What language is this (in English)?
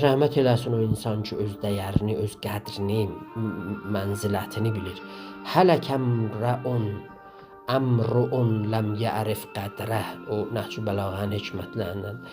South Azerbaijani